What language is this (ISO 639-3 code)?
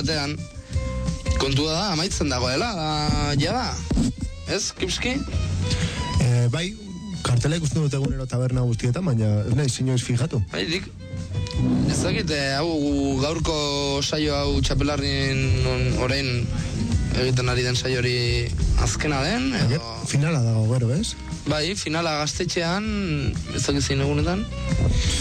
eus